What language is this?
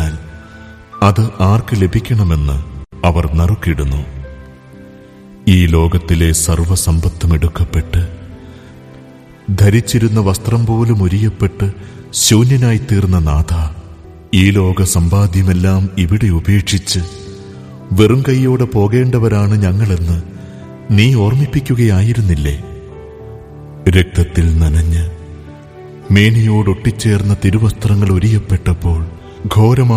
Malayalam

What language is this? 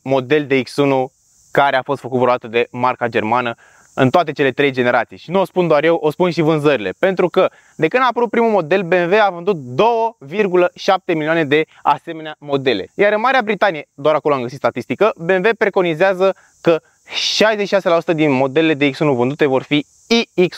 Romanian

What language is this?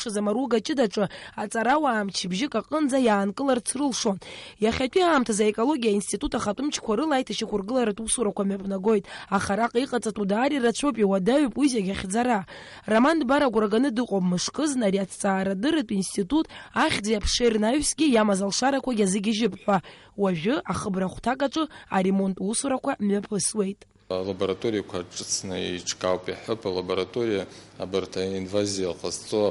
Abkhazian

